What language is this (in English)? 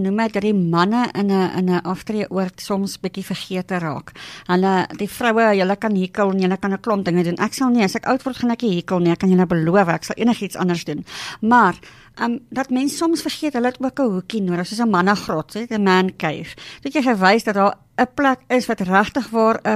Afrikaans